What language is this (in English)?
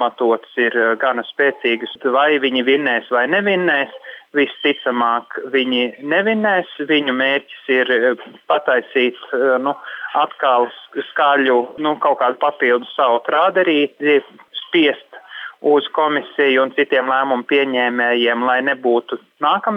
Latvian